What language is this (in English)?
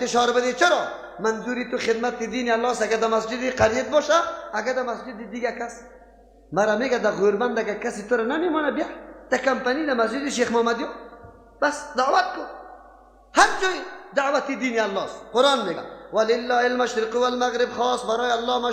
Persian